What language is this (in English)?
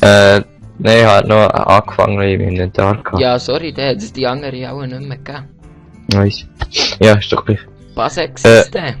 Swiss German